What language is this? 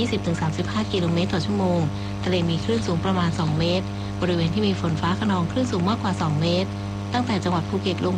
Thai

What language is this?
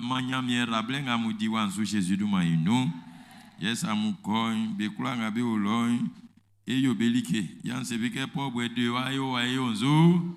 Baoulé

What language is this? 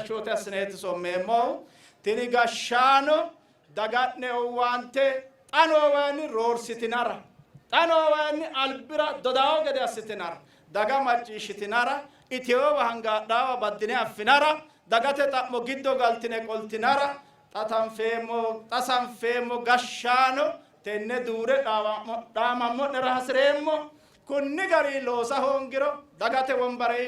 Sidamo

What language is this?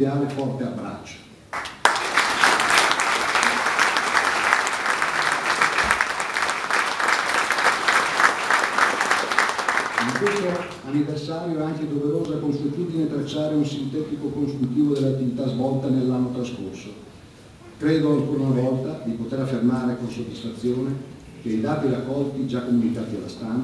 Italian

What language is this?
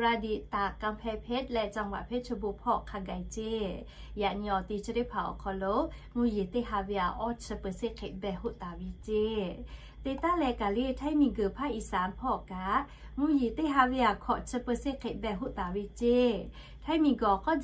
Lahu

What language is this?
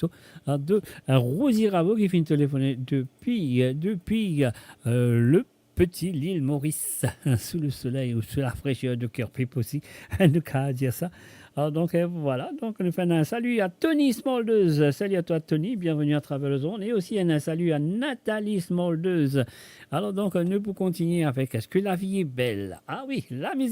Morisyen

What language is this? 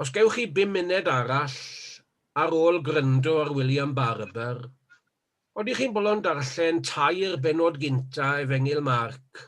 Welsh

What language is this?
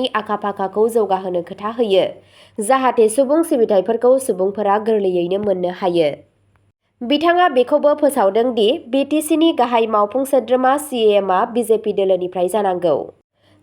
Bodo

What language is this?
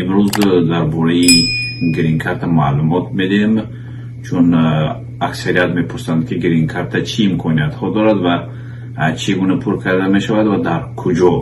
Tajik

